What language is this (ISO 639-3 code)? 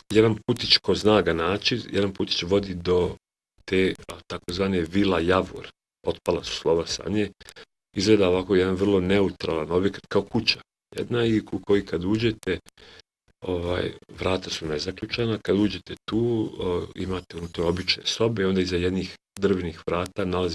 bos